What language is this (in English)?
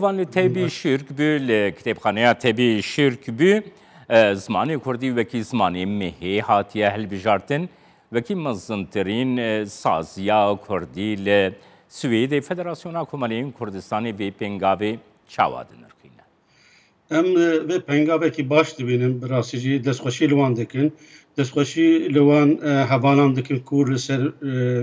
Kurdish